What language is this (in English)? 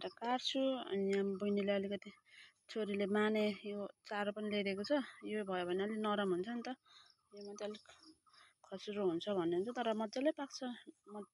Nepali